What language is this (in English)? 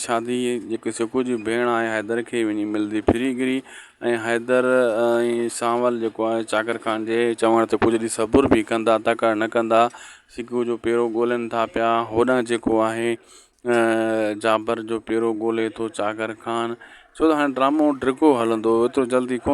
Sindhi